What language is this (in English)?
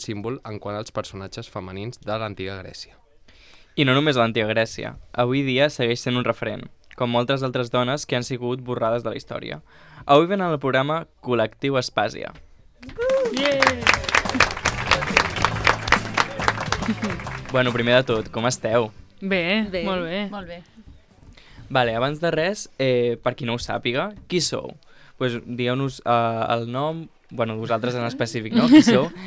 Catalan